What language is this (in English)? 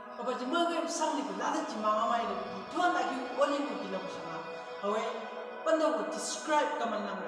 Chang Naga